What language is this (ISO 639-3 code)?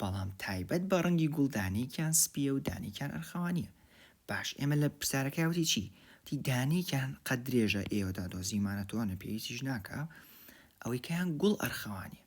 ckb